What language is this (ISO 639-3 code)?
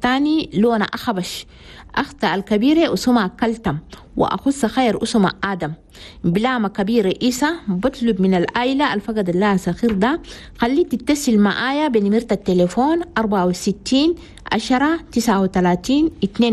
shu